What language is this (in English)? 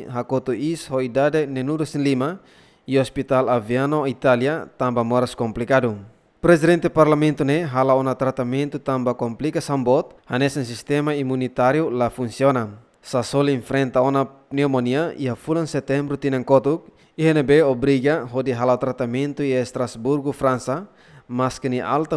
Tetum